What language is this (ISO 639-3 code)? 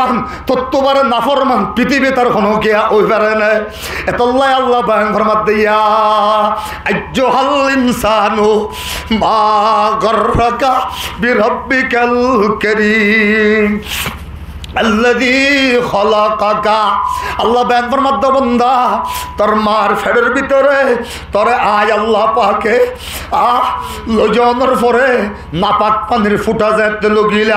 rhg